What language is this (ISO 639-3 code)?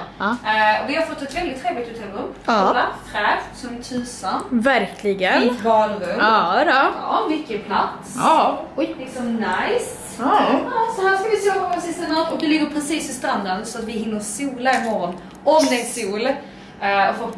swe